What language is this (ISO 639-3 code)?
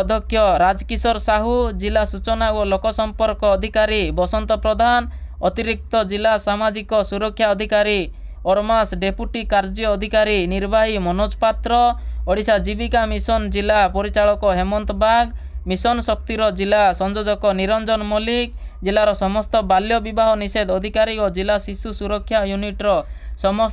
ori